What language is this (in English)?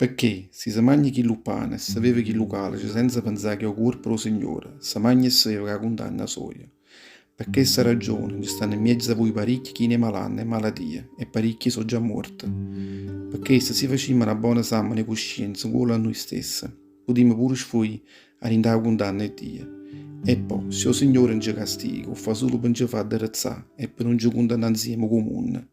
Neapolitan